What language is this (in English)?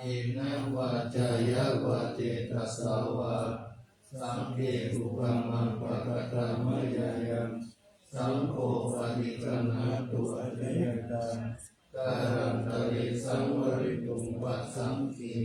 Pali